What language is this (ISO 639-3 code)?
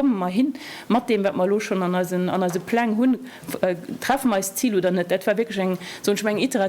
ltz